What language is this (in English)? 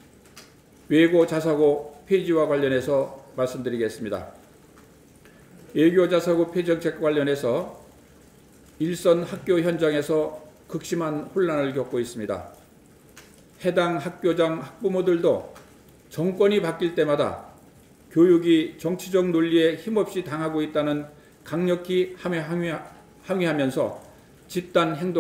Korean